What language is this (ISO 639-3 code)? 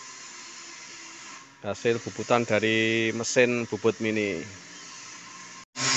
ind